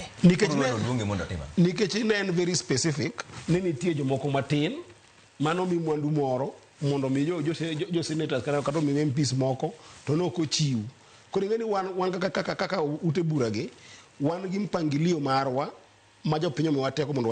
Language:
Luo (Kenya and Tanzania)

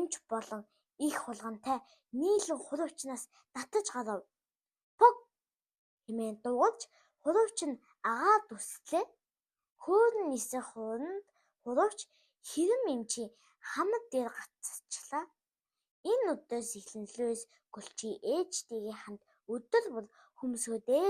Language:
Mongolian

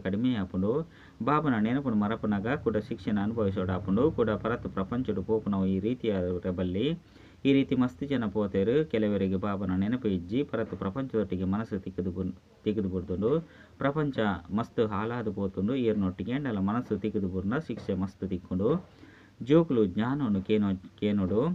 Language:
Tulu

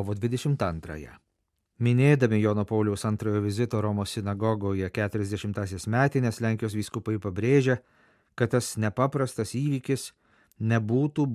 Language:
Lithuanian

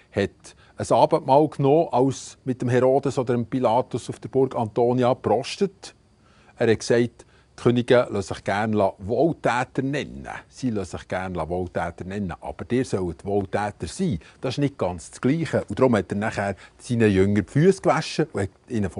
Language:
Swiss German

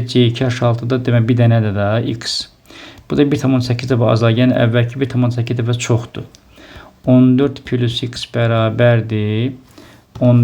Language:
Azerbaijani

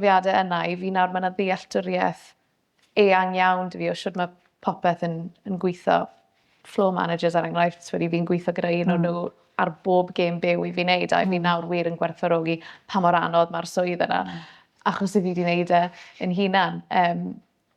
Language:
Welsh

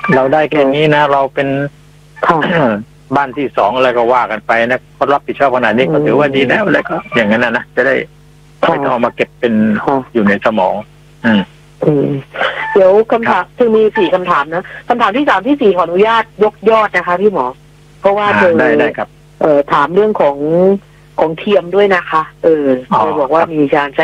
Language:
Thai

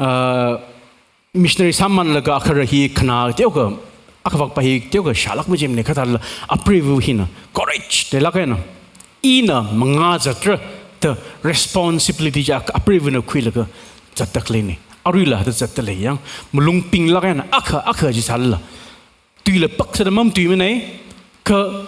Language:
Tangkhul Naga (India)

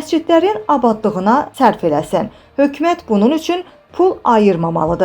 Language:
Azerbaijani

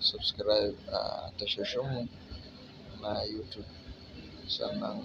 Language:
Hausa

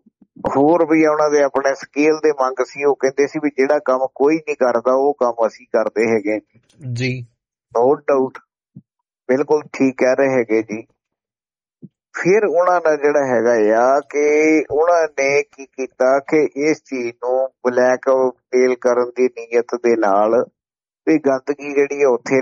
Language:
Punjabi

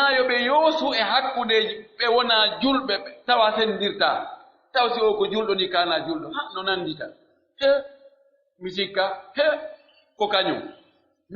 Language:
Pular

